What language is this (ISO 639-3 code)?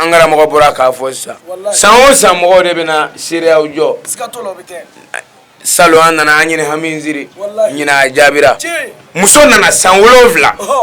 bam